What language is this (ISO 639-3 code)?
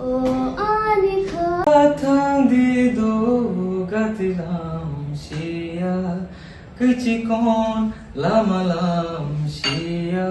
trp